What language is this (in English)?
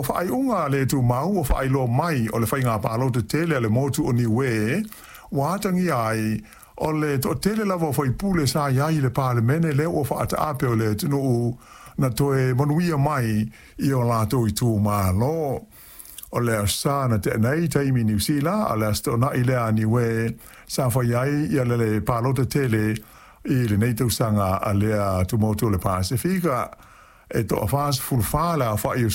Samoan